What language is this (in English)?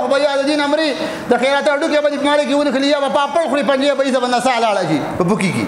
Pashto